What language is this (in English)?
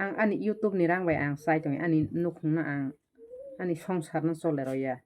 Kok Borok